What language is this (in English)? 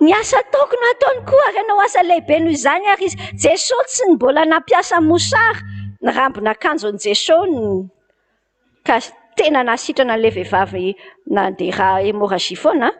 Malagasy